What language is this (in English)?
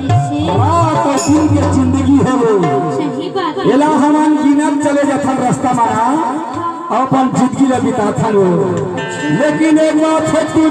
Chhattisgarhi